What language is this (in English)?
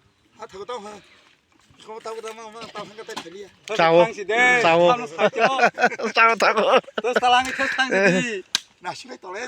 Kok Borok